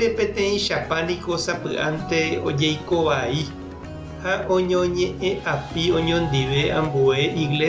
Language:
Guarani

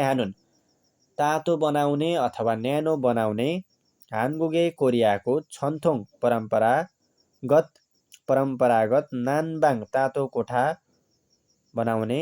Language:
Nepali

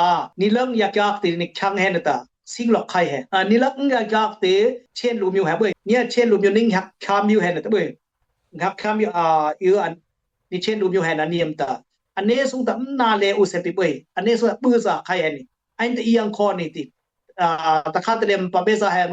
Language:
Dimasa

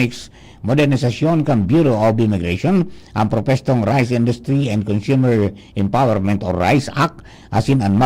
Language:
Bikol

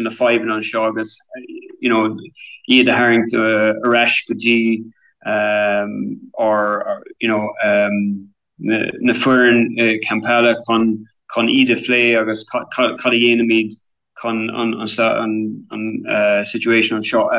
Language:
Irish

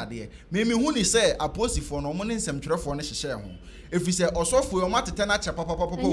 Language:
Akan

